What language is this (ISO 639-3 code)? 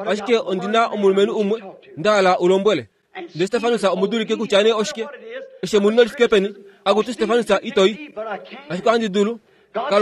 kua